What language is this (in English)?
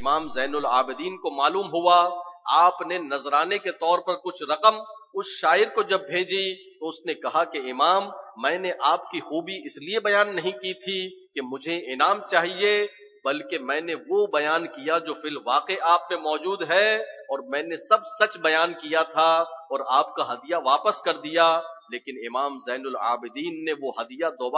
Urdu